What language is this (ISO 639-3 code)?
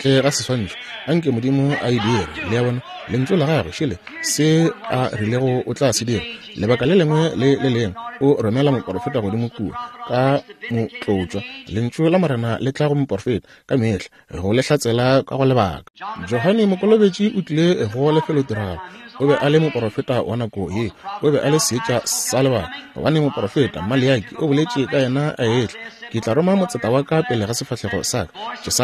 nso